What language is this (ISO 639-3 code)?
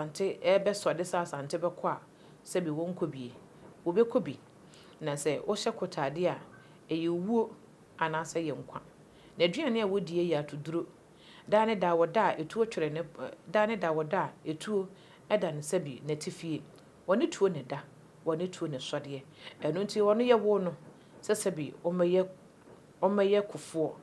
aka